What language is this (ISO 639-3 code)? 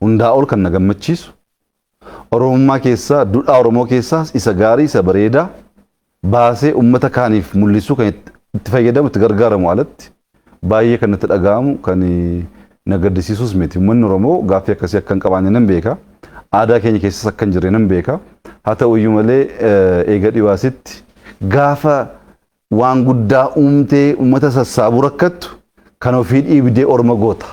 orm